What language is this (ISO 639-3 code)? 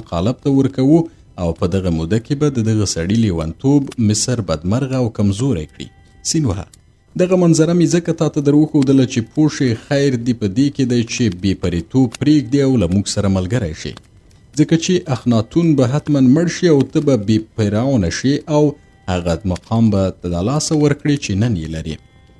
pus